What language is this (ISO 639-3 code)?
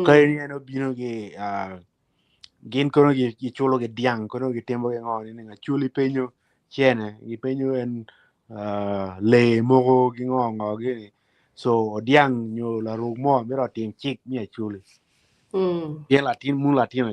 ach